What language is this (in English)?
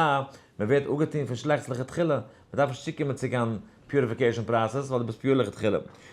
Yiddish